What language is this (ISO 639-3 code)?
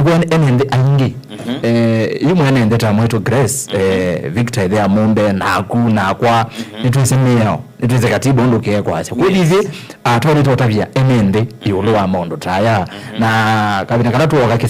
kam